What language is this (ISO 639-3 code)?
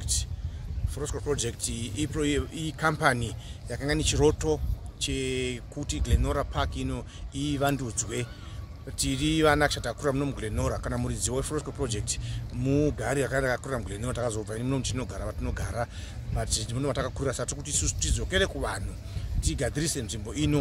sna